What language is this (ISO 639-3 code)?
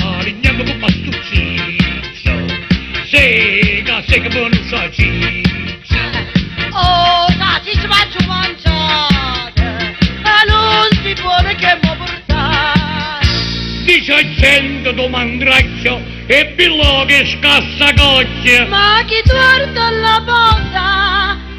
nap